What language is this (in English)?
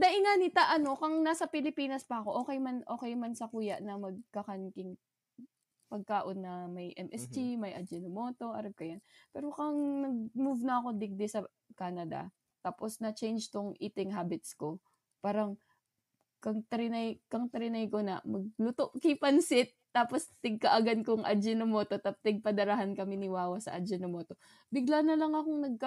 Bikol